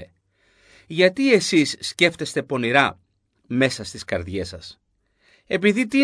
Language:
Greek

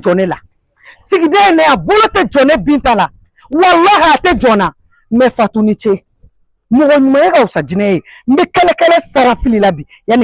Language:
Bambara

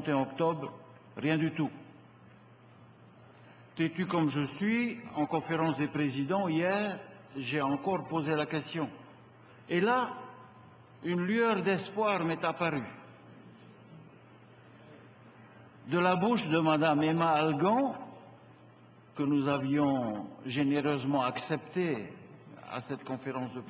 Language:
French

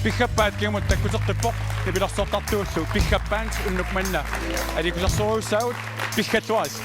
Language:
Kalaallisut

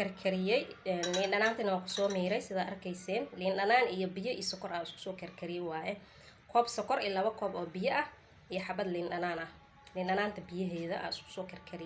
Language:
Somali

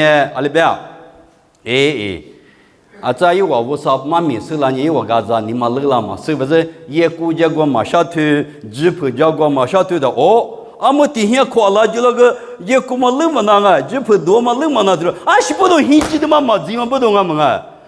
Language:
Lisu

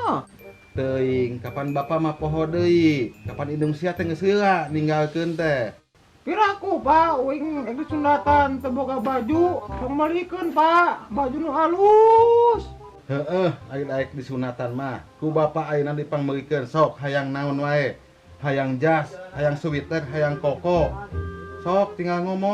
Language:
Sundanese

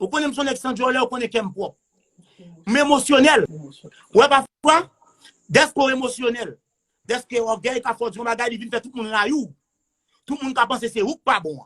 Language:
Haitian Creole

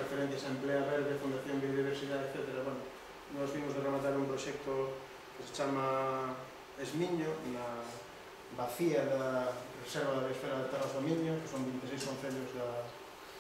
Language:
Galician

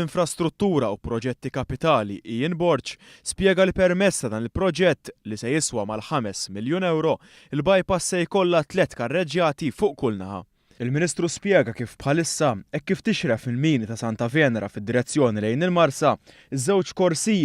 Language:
Maltese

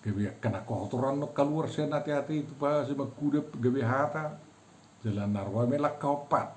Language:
Batak Toba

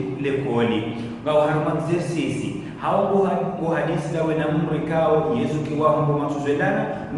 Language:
Ngazidja Comorian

